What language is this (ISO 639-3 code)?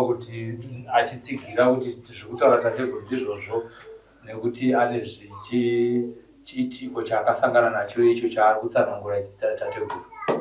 sna